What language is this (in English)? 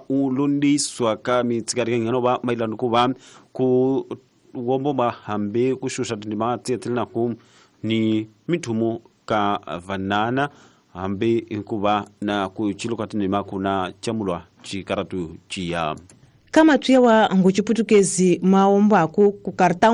Tsonga